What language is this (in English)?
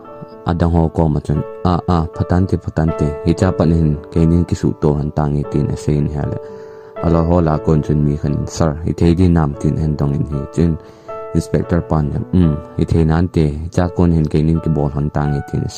Thado Chin